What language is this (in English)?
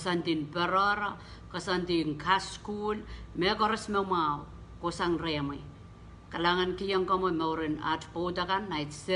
Pohnpeian